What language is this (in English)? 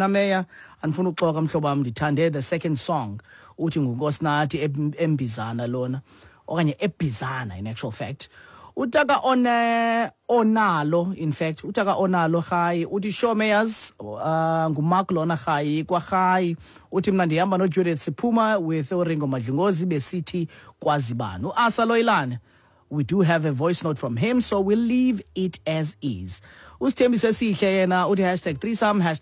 Xhosa